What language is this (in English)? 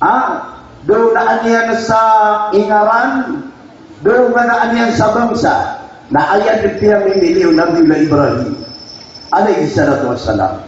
Maranao